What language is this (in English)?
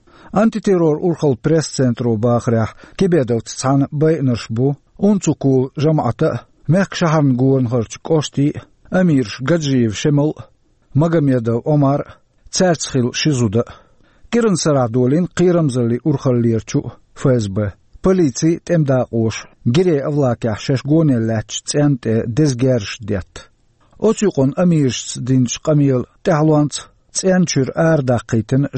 Chechen